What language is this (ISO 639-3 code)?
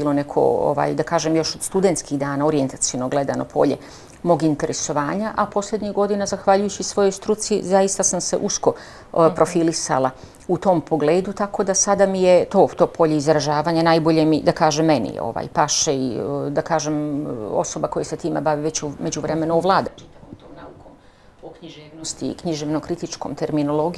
bos